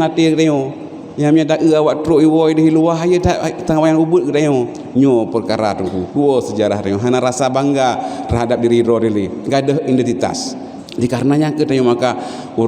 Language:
Achinese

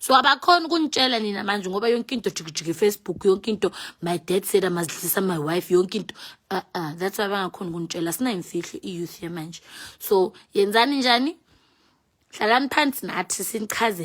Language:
Zulu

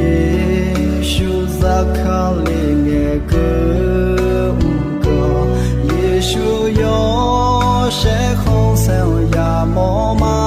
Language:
Akha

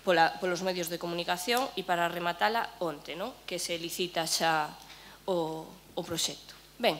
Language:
Galician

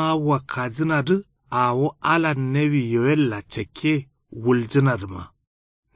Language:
Kanuri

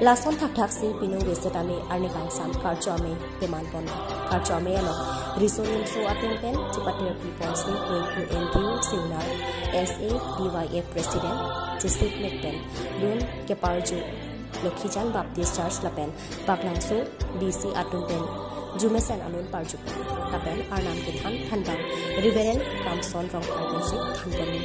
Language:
Karbi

